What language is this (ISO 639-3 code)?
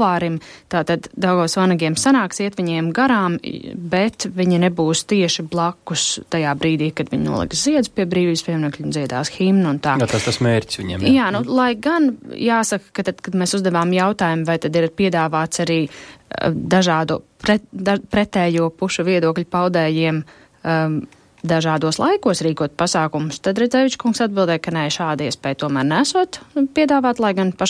lav